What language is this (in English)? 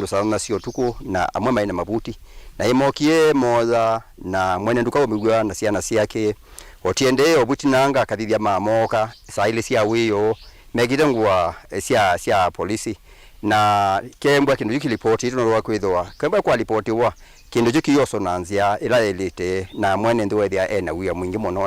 Kamba